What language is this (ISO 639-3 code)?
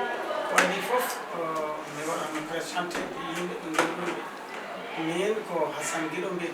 ful